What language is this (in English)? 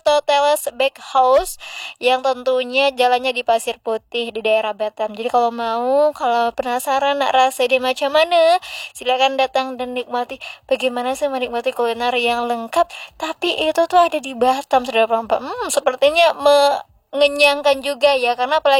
Indonesian